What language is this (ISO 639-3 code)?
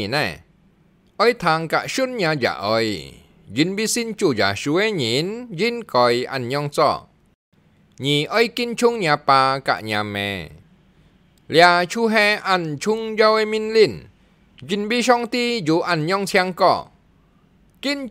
hak